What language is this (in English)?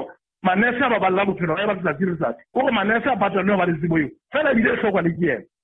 Southern Sotho